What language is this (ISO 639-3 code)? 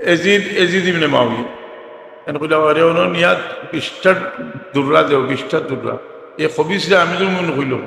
syl